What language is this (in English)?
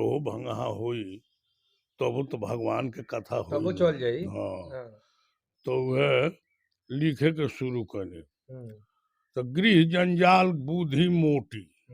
Bhojpuri